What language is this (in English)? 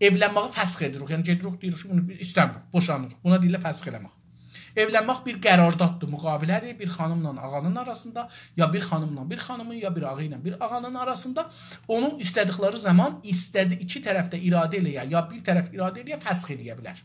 South Azerbaijani